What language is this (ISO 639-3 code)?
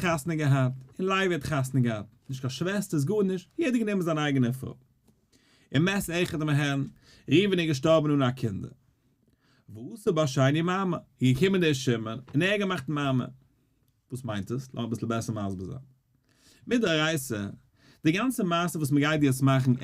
yid